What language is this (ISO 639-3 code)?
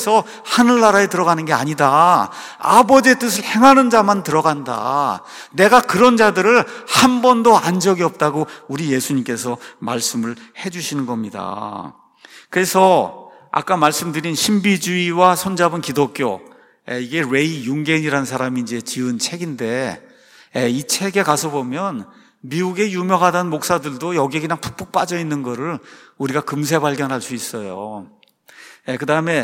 kor